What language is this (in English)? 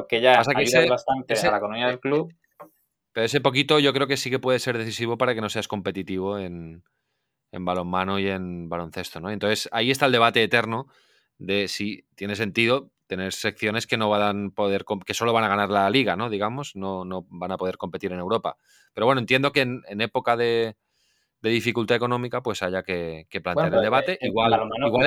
Spanish